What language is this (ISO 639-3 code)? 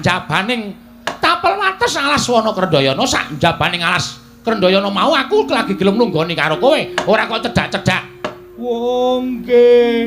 jav